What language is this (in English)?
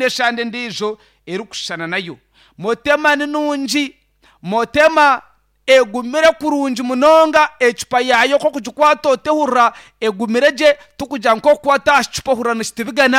Nyankole